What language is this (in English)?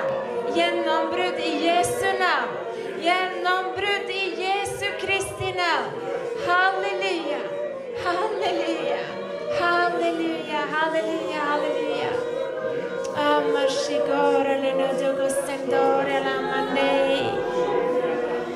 Norwegian